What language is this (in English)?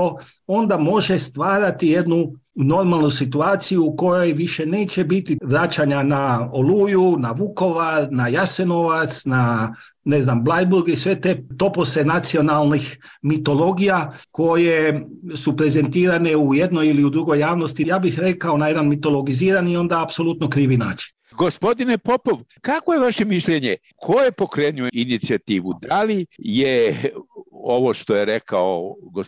Croatian